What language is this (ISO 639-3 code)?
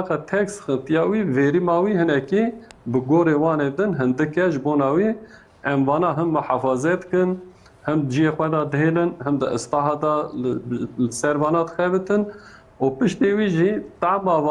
kur